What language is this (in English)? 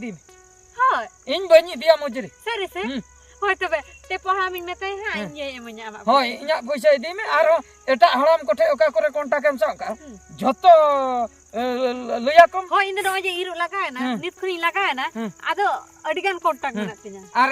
Santali